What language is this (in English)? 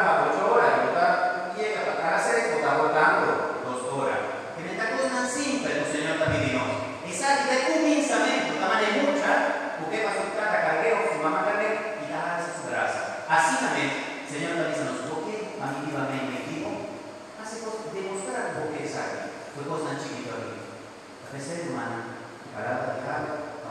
Papiamento